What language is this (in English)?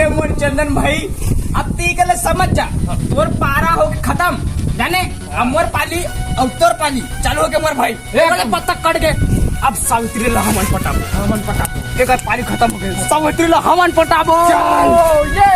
Chhattisgarhi